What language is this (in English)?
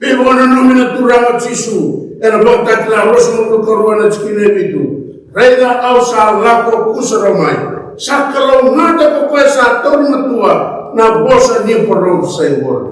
Fijian